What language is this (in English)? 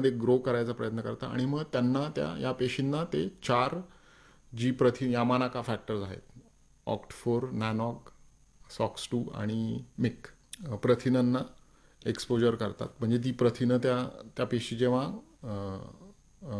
Marathi